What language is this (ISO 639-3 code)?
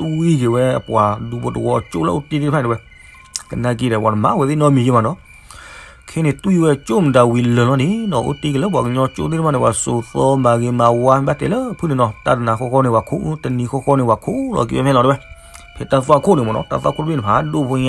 ksw